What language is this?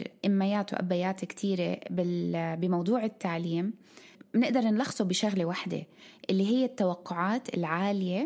North Levantine Arabic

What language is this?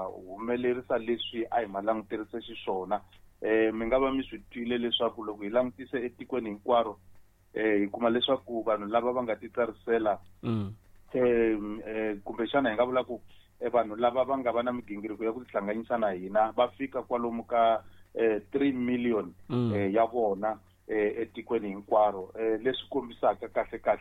Tsonga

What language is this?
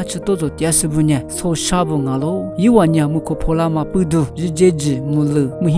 Lisu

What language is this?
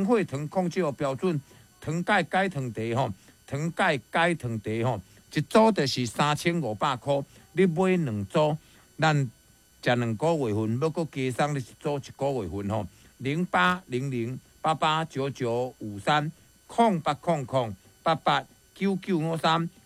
Min Nan Chinese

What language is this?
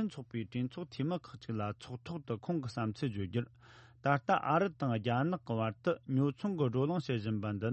Tibetan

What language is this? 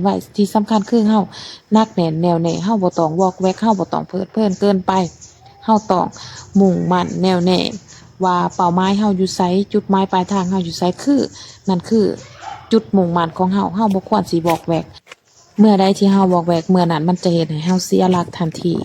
Lao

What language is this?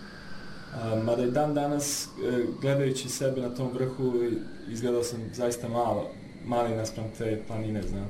Bosnian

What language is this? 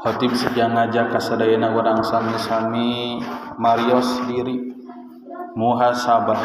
Sundanese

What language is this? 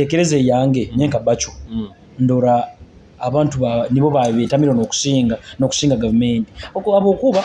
Nyoro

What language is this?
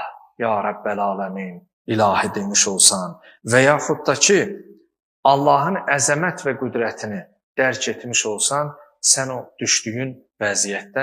Azerbaijani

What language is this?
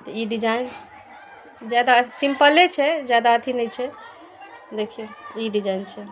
Maithili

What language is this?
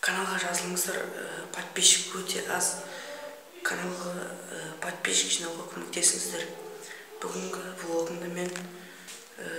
Kazakh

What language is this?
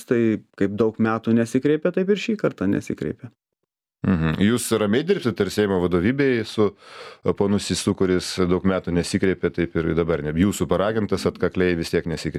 Lithuanian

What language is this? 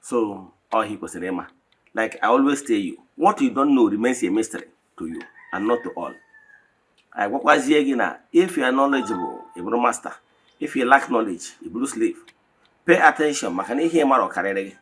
Igbo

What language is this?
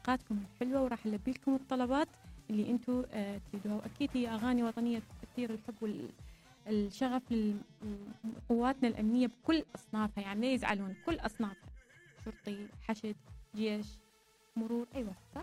Mesopotamian Arabic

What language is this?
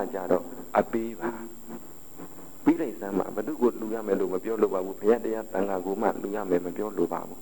Burmese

